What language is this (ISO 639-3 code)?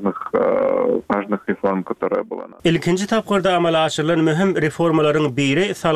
tuk